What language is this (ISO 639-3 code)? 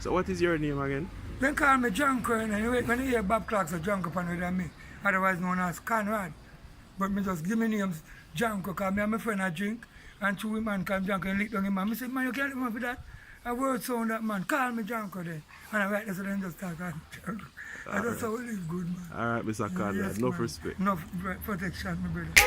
jam